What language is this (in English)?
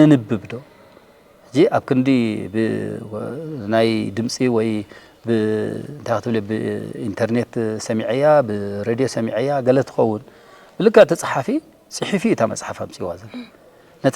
Tigrinya